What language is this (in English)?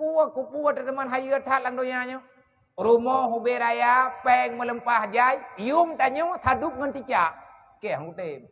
Achinese